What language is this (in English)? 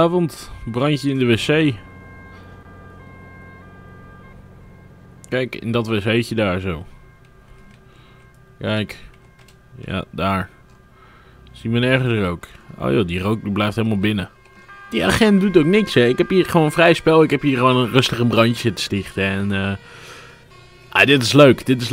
Dutch